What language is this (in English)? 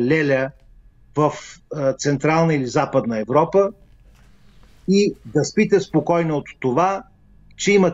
Bulgarian